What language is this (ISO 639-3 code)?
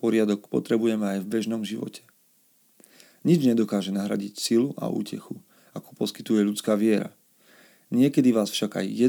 slk